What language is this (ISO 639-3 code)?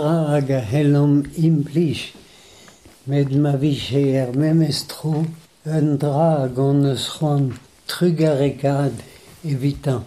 bre